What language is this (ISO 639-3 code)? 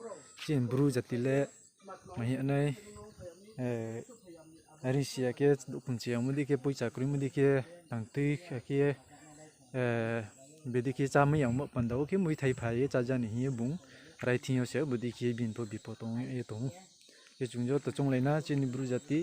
ria